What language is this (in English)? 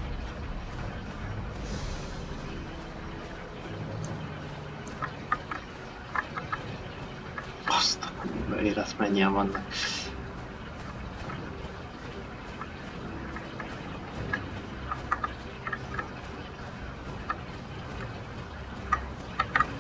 Hungarian